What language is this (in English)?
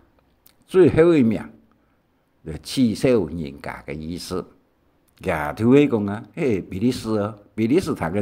Hakka Chinese